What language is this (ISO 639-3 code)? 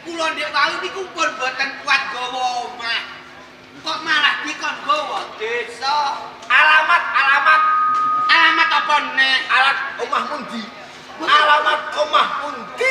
jav